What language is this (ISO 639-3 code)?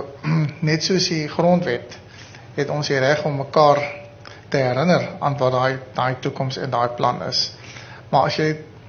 afr